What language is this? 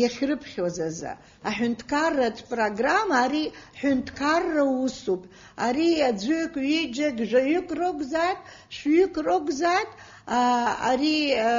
Abkhazian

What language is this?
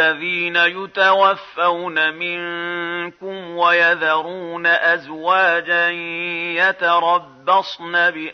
Arabic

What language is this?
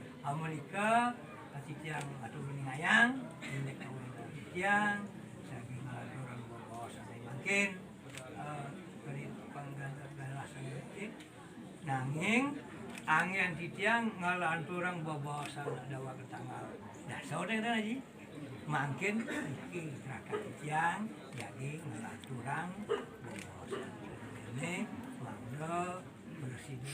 Balinese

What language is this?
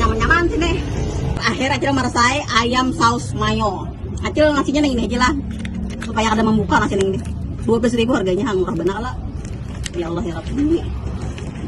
Banjar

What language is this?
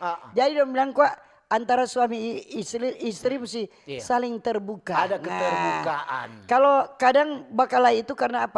Manado Malay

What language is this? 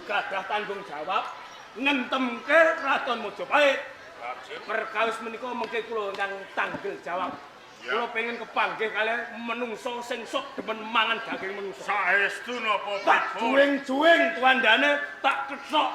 Javanese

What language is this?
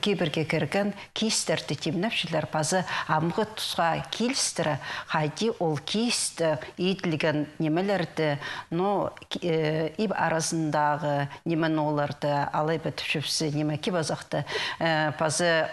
Khakas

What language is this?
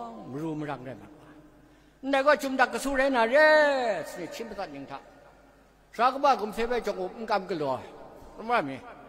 Kachin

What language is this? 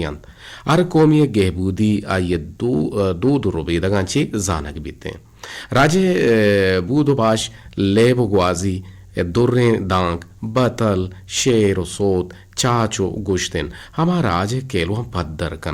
Eastern Balochi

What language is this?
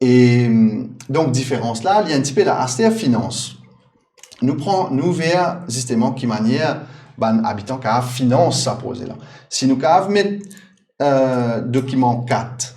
Morisyen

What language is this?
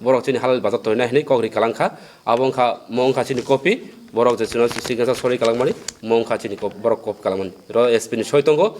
Kok Borok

